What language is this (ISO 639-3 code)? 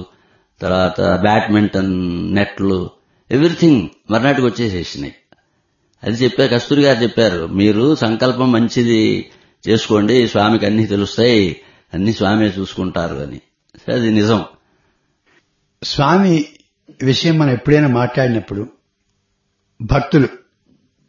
tel